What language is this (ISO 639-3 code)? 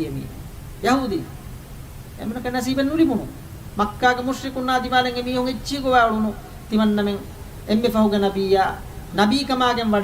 div